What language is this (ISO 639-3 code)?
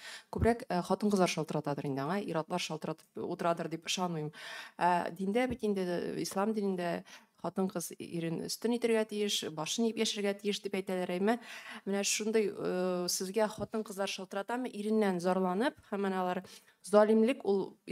tat